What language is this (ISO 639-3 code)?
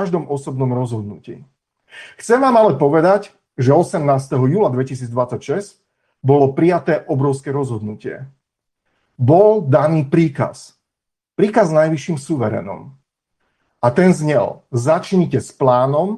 slk